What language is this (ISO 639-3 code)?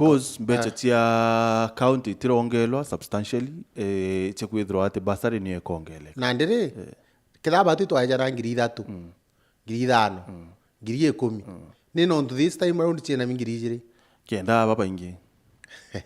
mer